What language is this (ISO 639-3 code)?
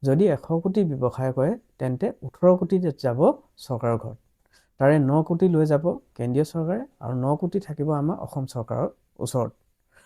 asm